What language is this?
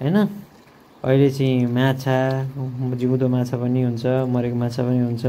Nepali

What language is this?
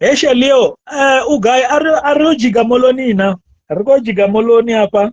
Venda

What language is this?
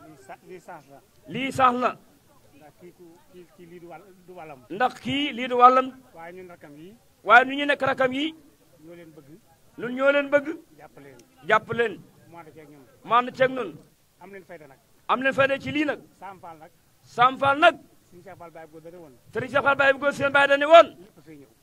Wolof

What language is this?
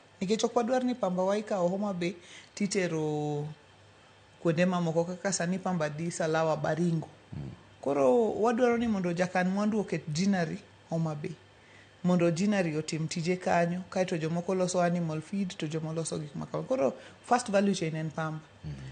Luo (Kenya and Tanzania)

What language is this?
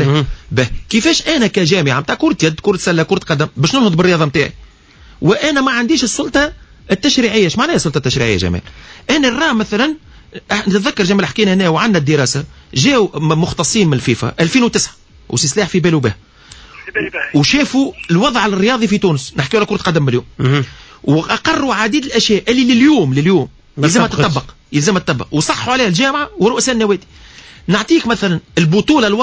Tunisian Arabic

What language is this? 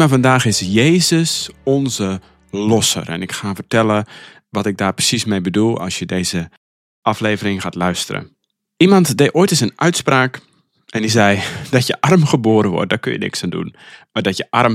Dutch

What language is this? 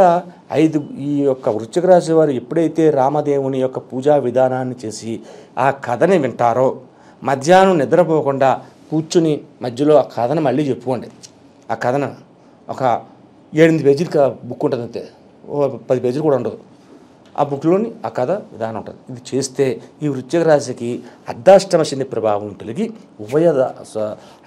Telugu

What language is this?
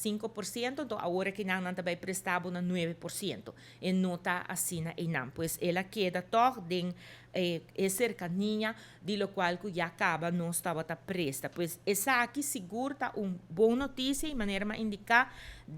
Papiamento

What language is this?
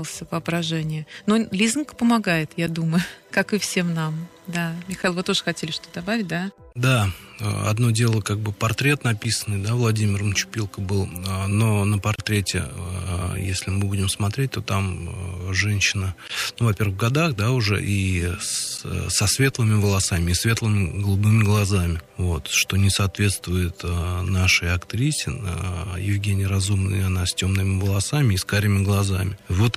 Russian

